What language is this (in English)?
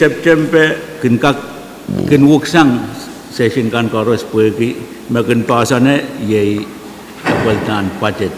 Pohnpeian